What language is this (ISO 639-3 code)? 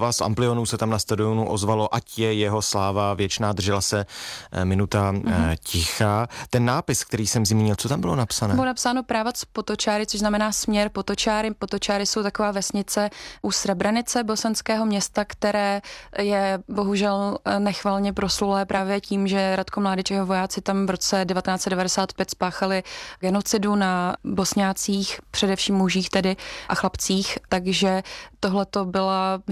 ces